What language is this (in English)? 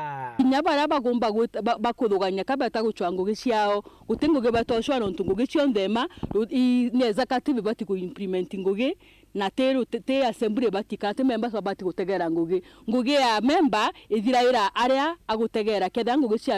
Meru